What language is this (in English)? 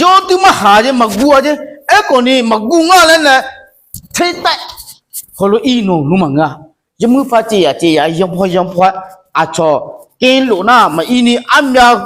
Akha